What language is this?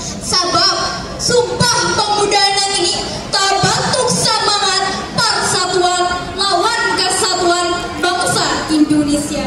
Banjar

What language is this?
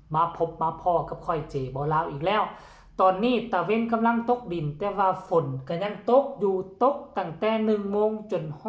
Northeastern Thai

